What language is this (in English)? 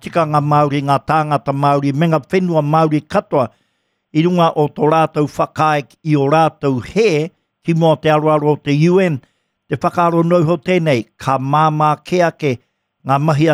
Māori